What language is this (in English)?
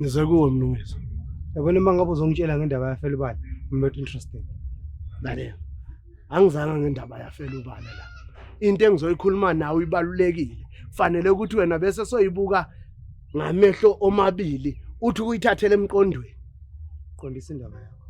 Zulu